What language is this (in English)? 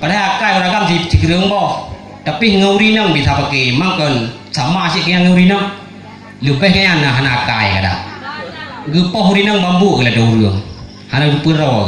Achinese